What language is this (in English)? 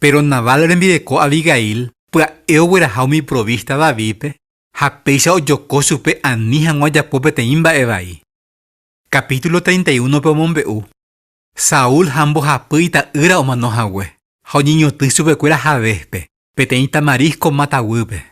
Guarani